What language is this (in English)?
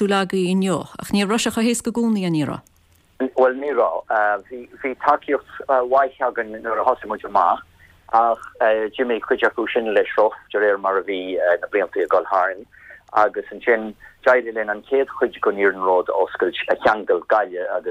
Irish